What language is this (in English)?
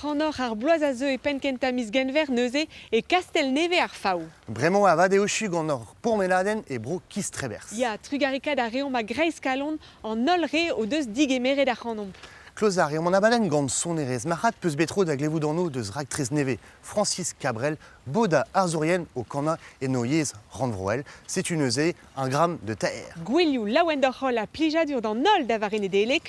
Breton